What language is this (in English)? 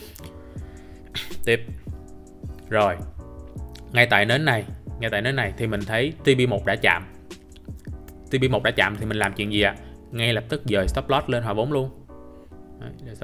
Vietnamese